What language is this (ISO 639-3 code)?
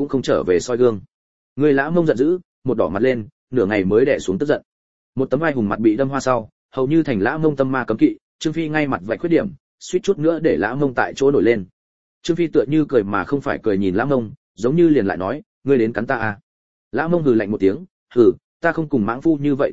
vie